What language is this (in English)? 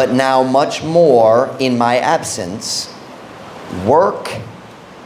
Cebuano